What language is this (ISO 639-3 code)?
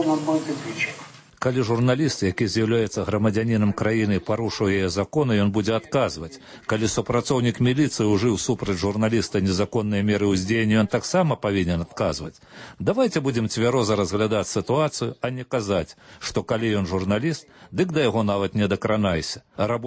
bel